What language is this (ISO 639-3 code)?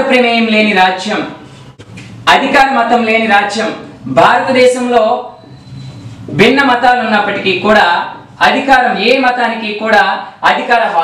tel